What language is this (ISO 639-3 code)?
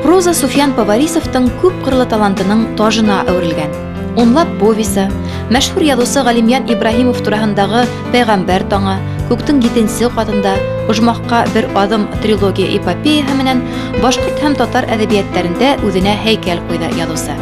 bak